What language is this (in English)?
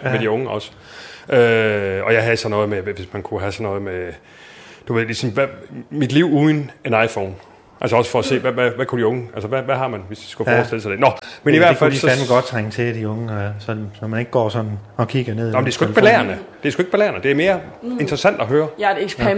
Danish